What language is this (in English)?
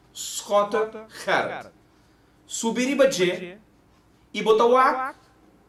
Papiamento